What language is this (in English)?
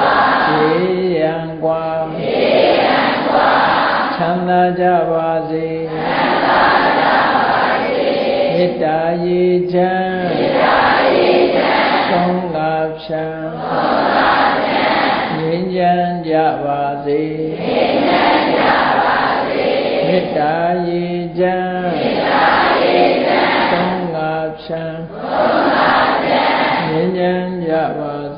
Burmese